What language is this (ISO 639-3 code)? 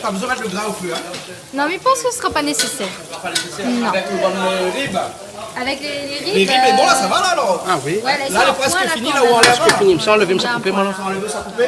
rcf